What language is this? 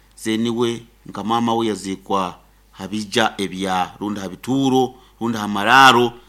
Nyoro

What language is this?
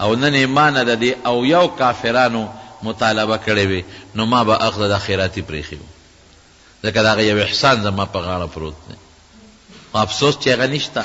Pashto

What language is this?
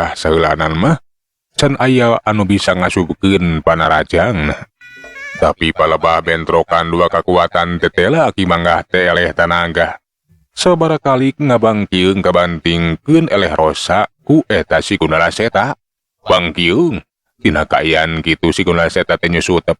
Sundanese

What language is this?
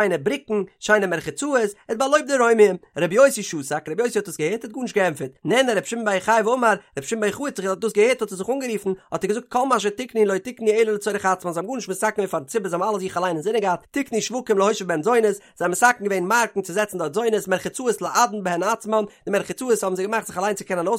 Yiddish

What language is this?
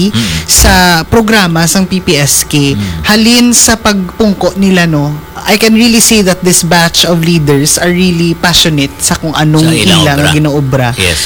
Hiligaynon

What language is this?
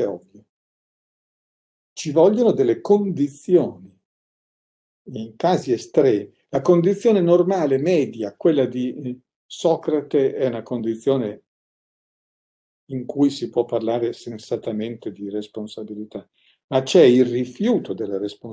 Italian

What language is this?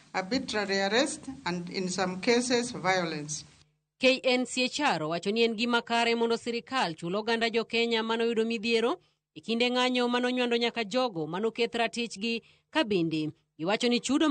Luo (Kenya and Tanzania)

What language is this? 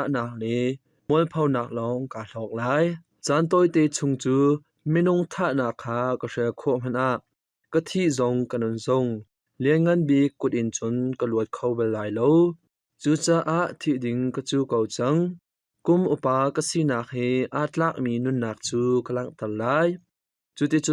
Hakha Chin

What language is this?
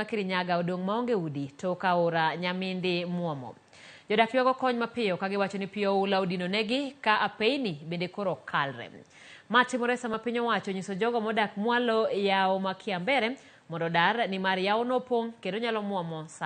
Luo (Kenya and Tanzania)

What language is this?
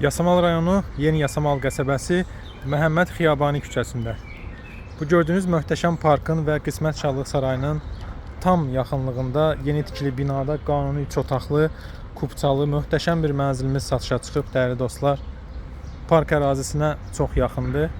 Azerbaijani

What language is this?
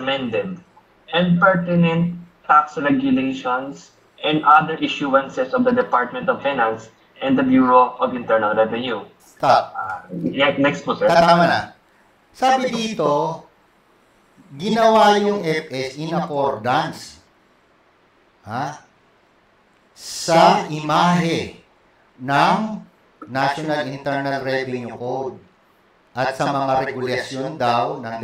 Filipino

